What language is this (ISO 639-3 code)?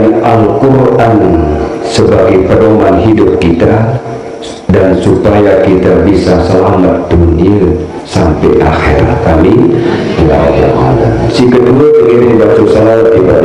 sas